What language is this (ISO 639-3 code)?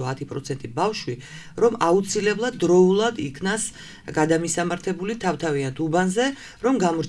kat